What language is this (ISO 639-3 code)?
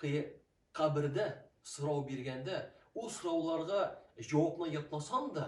tat